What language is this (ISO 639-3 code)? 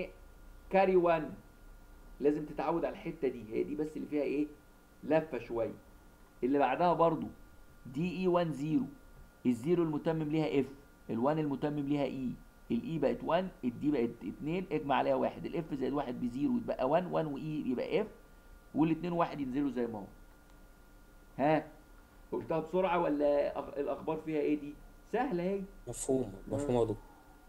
arz